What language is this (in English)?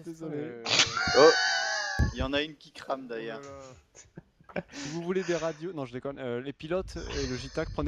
French